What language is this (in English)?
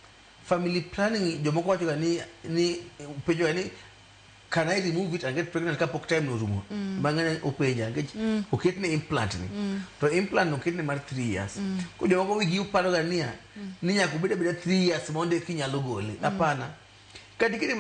Luo (Kenya and Tanzania)